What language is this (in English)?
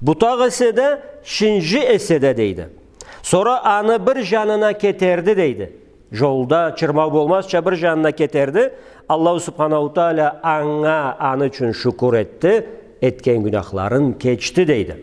Karachay-Balkar